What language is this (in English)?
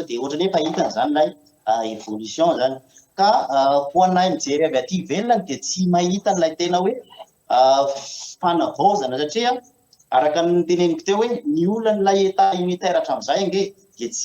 Malagasy